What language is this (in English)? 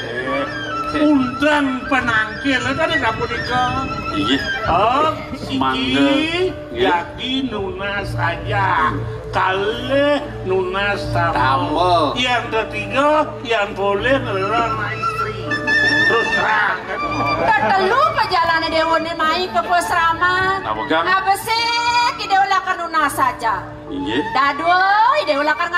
Balinese